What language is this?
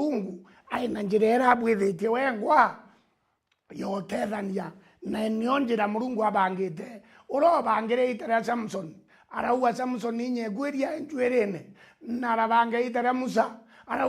Meru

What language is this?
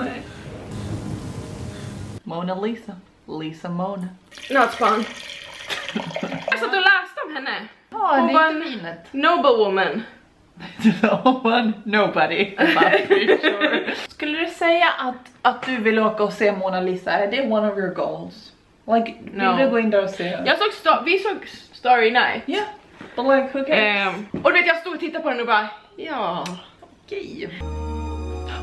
Swedish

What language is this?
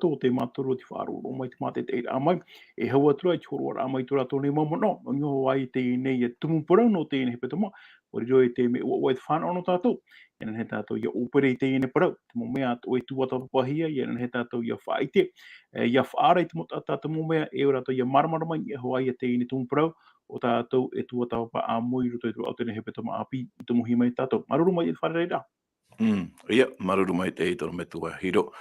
Tahitian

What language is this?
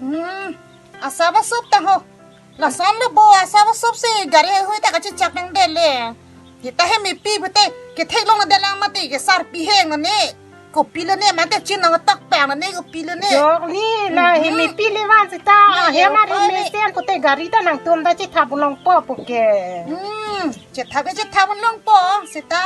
Karbi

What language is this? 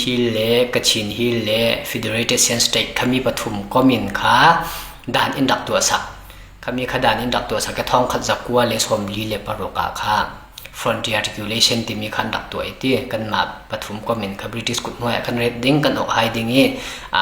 Falam Chin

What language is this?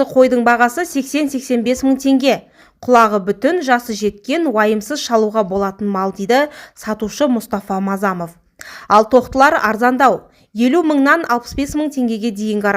Kazakh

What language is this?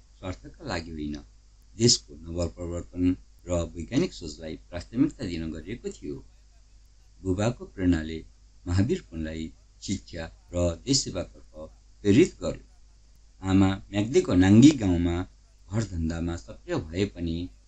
Nepali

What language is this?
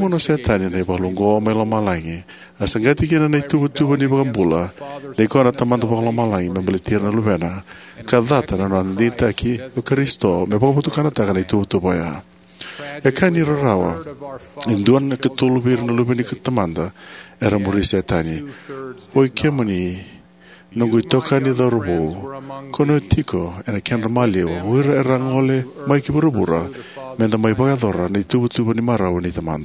Fijian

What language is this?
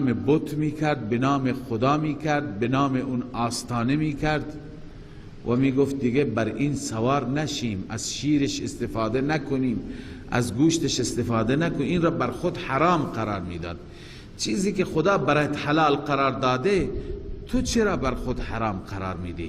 Persian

